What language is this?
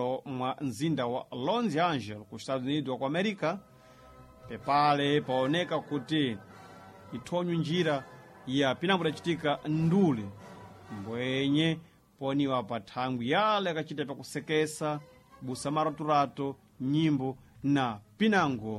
Sena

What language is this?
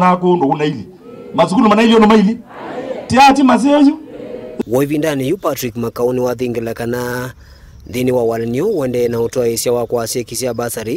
Kamba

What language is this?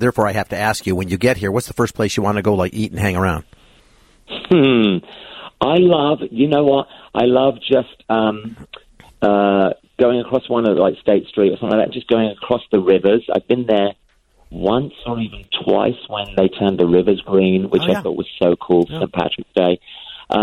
English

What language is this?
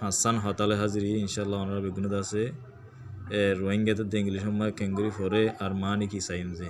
Rohingya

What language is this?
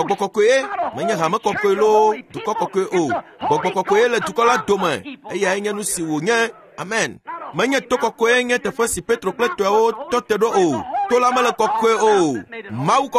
Ewe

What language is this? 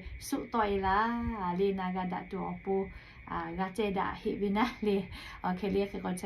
Lahu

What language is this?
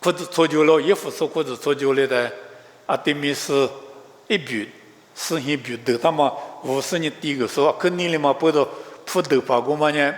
Lisu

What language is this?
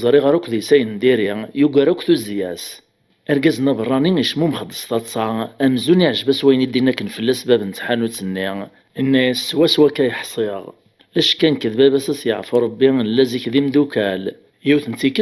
Kabyle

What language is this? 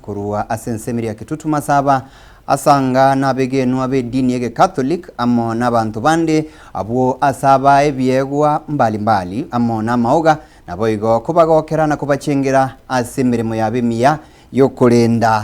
Gusii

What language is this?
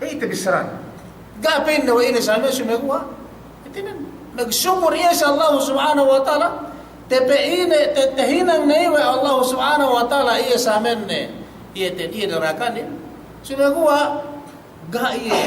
Yakan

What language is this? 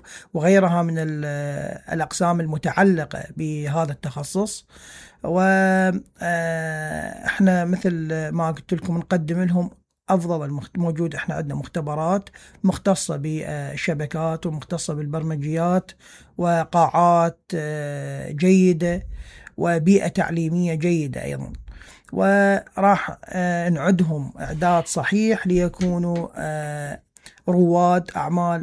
Mesopotamian Arabic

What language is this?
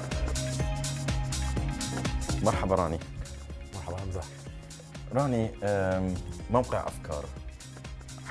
Arabic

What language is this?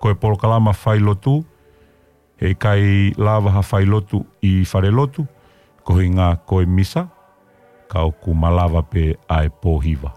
Tongan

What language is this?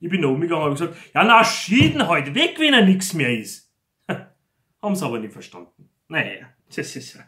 Bavarian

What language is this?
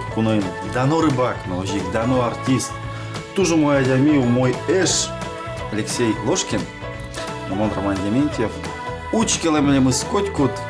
Udmurt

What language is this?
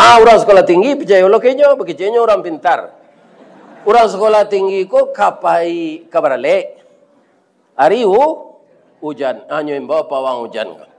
Minangkabau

